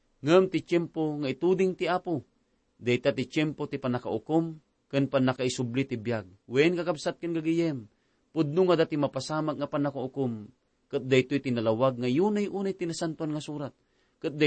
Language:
Iloko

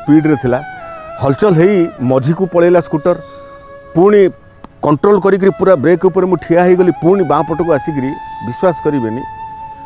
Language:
Odia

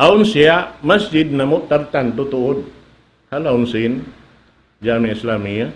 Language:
Tausug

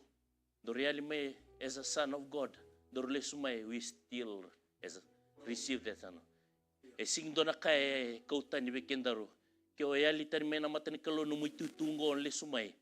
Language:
Fijian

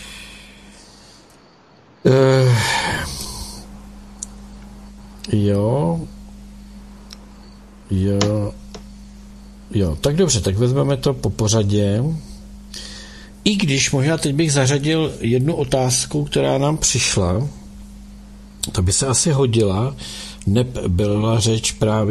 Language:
Czech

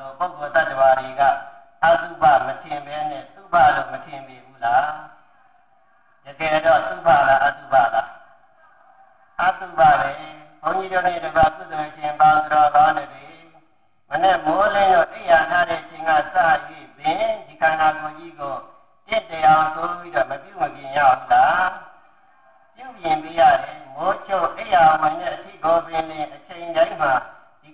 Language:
Burmese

